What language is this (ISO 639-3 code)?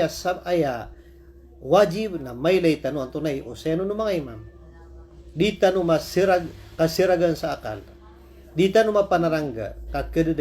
mrw